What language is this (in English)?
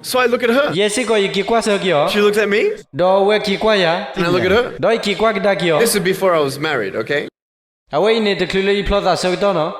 S'gaw Karen